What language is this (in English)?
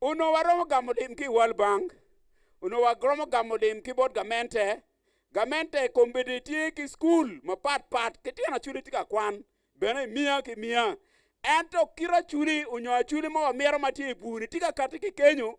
Acoli